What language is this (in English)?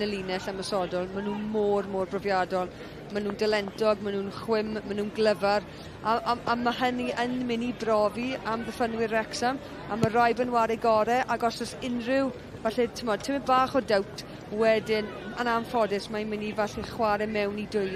Welsh